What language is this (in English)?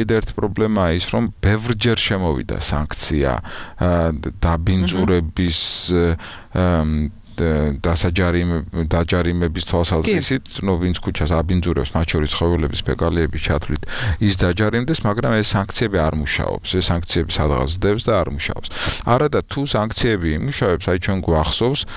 Georgian